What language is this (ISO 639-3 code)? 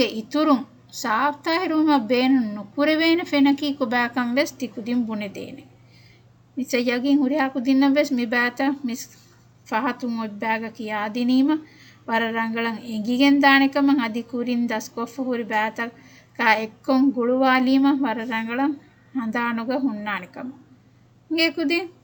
div